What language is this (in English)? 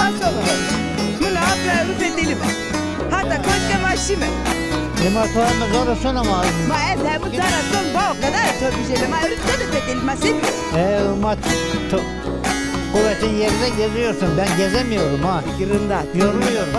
Zaza